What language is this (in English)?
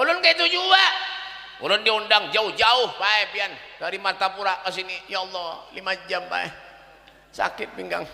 Banjar